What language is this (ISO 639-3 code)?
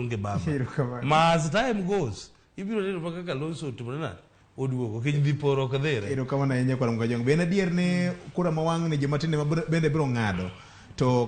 luo